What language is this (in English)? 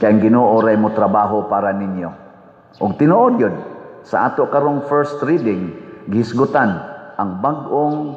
Cebuano